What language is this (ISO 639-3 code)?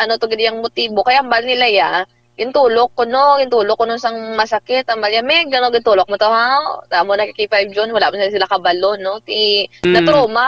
hil